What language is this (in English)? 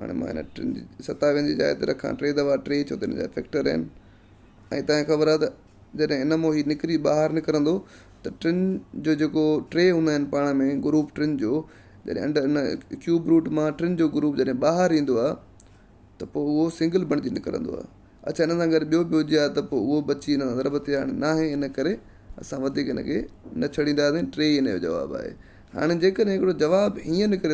Sindhi